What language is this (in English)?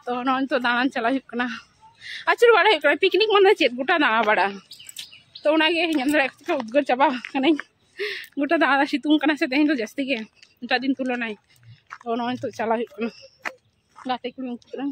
Santali